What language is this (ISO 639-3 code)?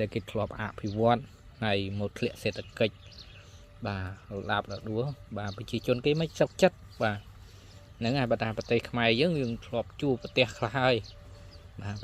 khm